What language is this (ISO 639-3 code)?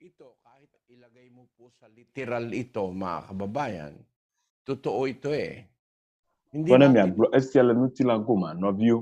ewe